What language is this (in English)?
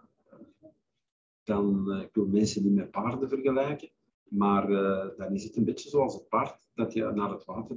Dutch